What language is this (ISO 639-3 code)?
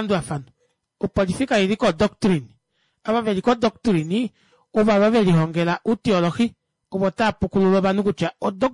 kua